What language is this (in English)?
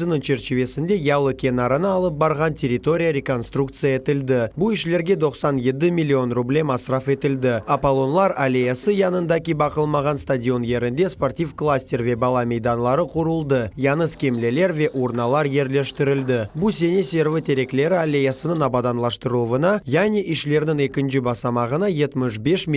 Crimean Tatar